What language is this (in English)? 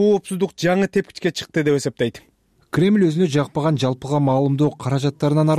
Kyrgyz